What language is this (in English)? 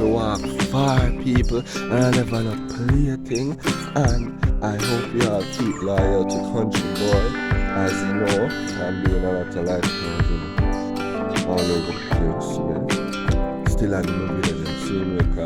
Jamaican Creole English